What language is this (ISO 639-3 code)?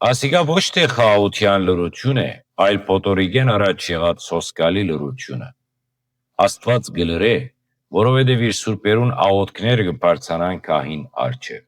hyw